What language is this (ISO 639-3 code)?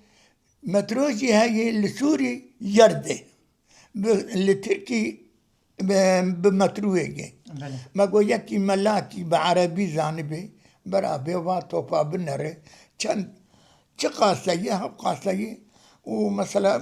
kur